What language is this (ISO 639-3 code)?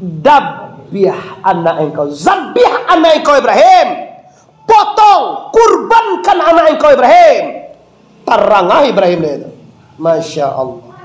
min